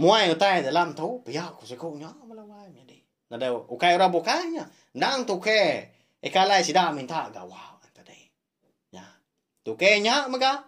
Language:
Iban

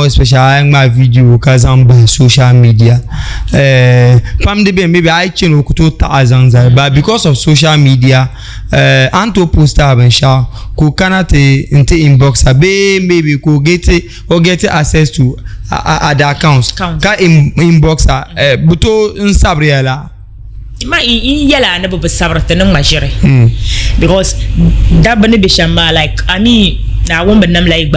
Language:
Dagbani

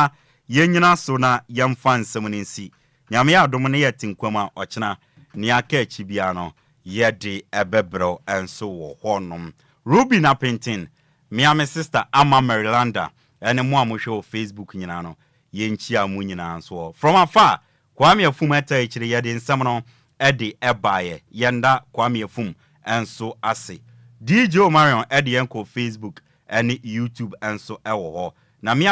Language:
Akan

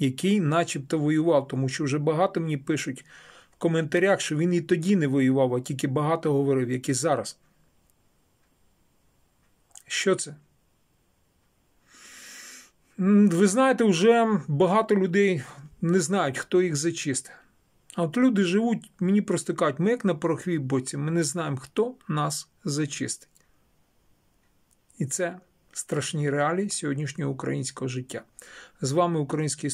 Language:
Ukrainian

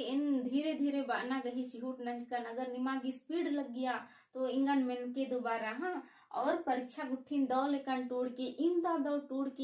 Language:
Kurukh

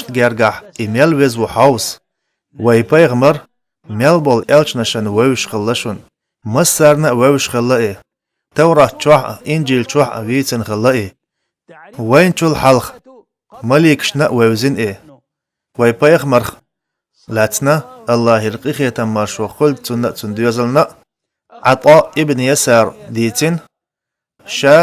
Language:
Chechen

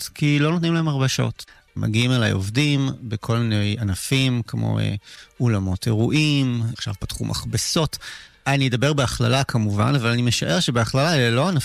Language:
Hebrew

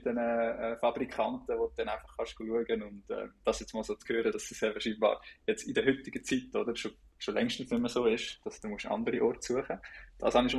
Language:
Swiss German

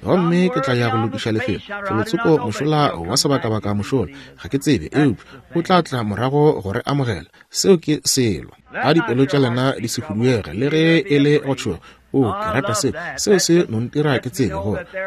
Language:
Northern Sotho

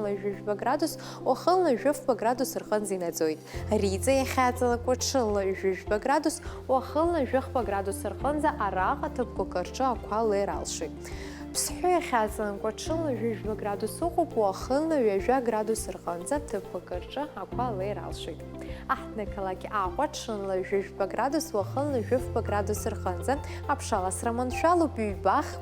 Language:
Abkhazian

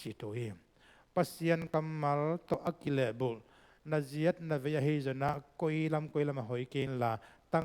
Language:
Tedim Chin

